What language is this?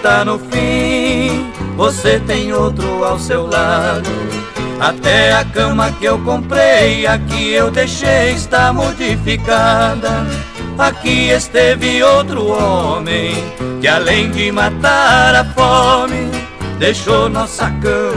Portuguese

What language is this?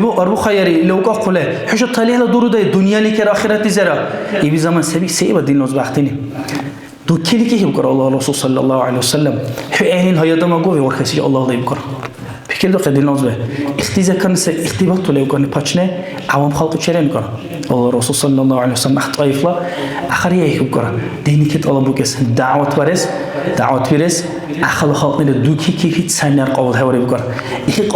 Dargwa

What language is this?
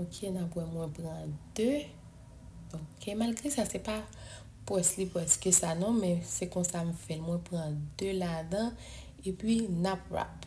Haitian Creole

